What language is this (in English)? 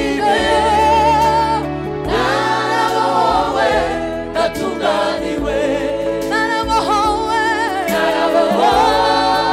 Kinyarwanda